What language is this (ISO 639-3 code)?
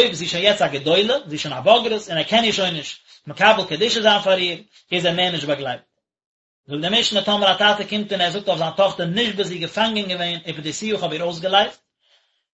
yid